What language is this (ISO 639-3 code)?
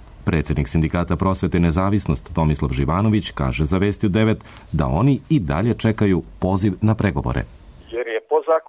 srp